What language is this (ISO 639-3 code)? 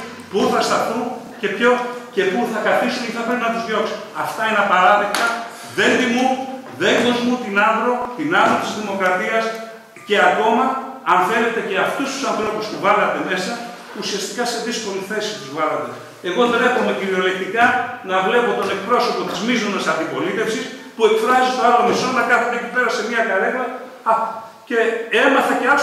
ell